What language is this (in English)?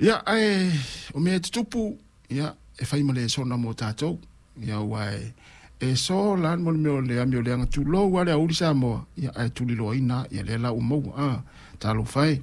Samoan